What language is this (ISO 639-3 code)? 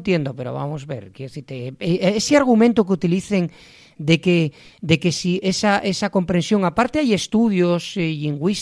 ast